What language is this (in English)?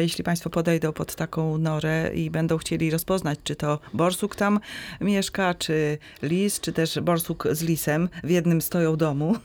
Polish